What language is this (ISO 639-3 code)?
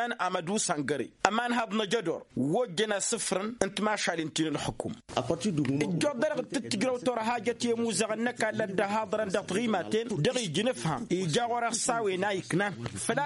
taq